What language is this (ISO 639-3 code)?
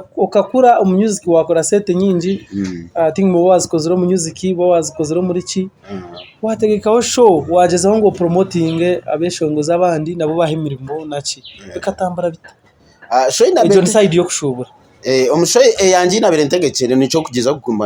nyn